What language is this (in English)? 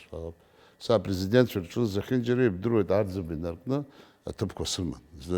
Abkhazian